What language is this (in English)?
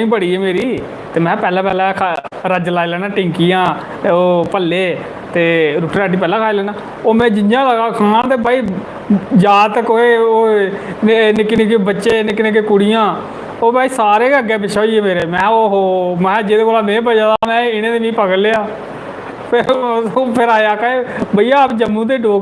Dogri